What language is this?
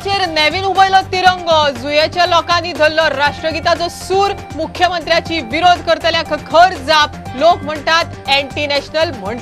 Konkani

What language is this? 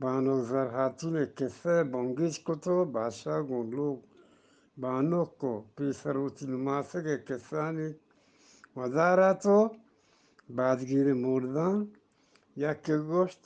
Eastern Balochi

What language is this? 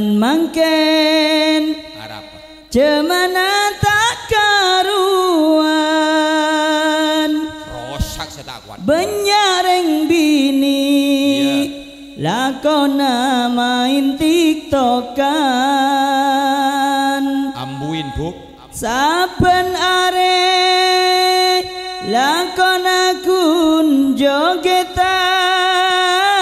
Madurese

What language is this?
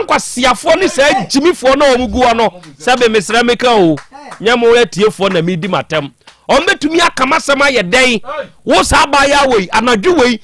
Akan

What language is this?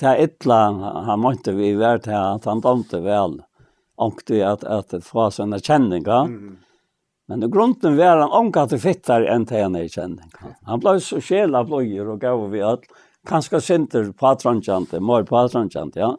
Faroese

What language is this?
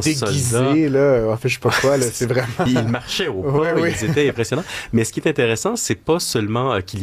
French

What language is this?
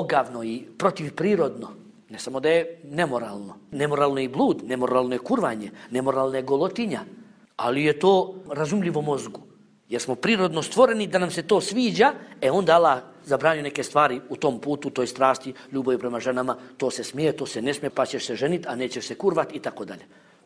Bosnian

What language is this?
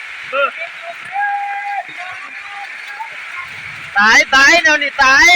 Lao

